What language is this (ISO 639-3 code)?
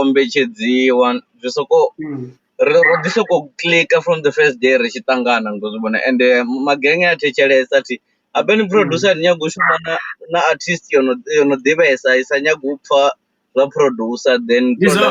ven